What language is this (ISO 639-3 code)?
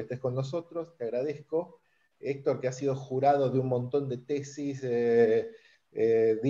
spa